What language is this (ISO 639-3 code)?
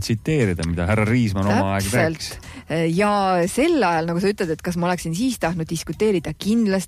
est